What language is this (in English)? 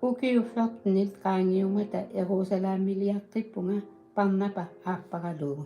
Kalaallisut